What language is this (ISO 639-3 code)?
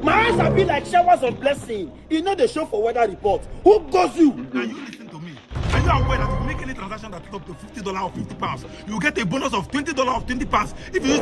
pcm